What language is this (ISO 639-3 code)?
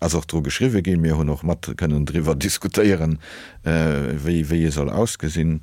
ltz